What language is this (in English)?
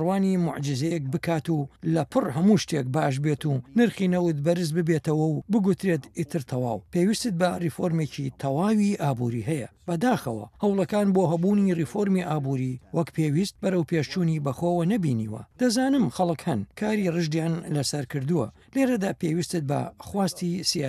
Central Kurdish